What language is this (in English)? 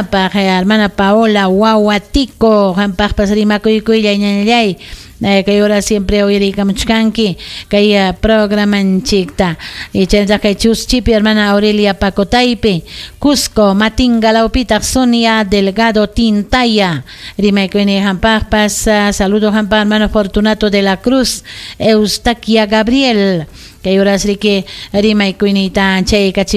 Ayacucho Quechua